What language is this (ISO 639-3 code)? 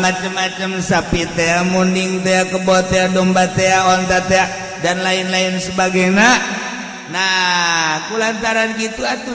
sun